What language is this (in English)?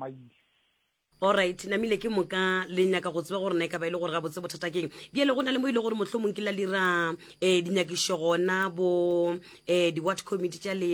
Northern Sotho